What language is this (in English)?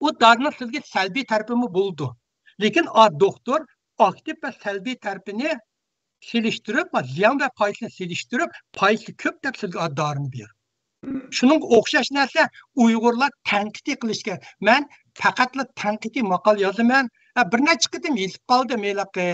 Uyghur